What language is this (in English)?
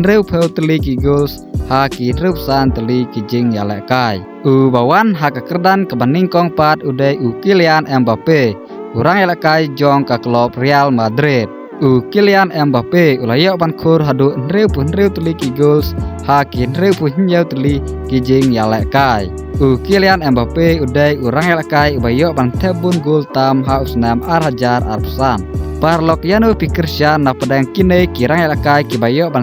Khasi